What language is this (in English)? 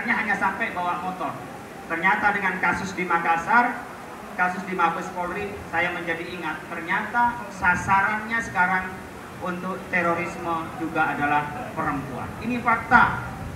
Indonesian